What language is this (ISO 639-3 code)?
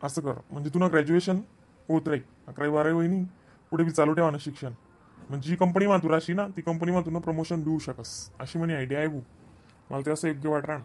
khn